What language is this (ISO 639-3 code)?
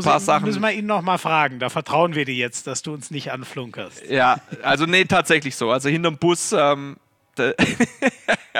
deu